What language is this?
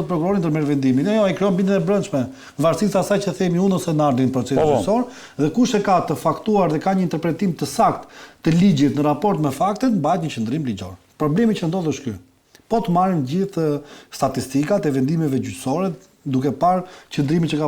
Albanian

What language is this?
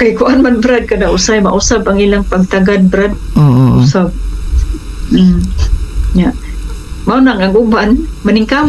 Cebuano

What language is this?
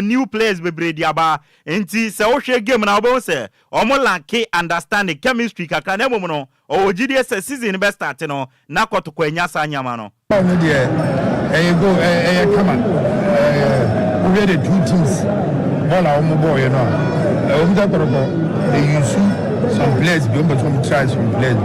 Akan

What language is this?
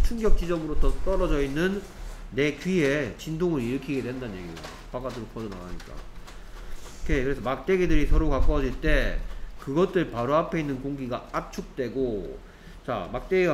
Korean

